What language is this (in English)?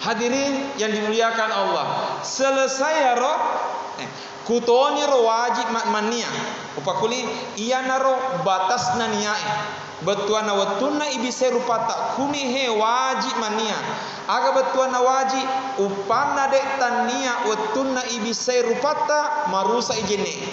Buginese